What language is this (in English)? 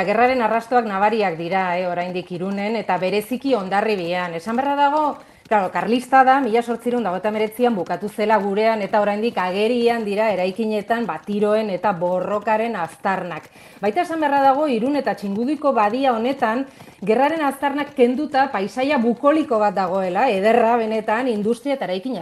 Basque